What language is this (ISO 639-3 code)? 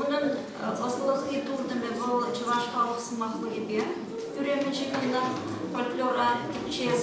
chv